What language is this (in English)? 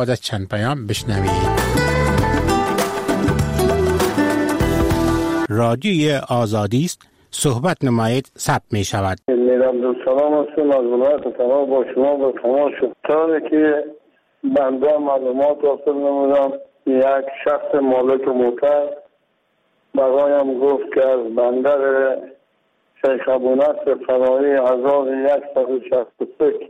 Persian